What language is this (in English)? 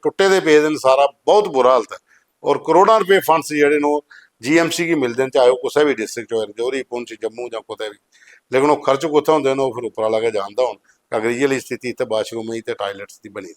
Dogri